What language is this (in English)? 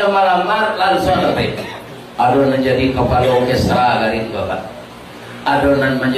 Minangkabau